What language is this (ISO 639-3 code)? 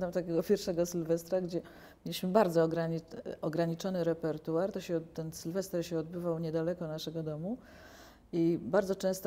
pol